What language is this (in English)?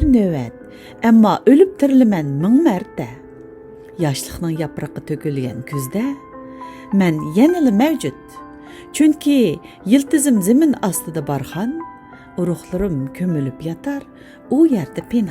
Uyghur